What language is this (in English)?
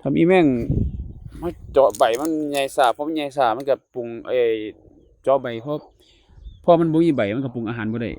Northeastern Thai